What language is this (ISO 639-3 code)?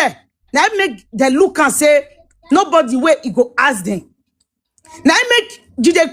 pcm